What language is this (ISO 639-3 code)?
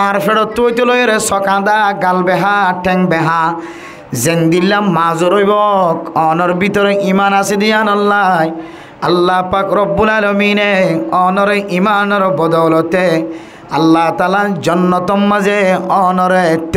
rhg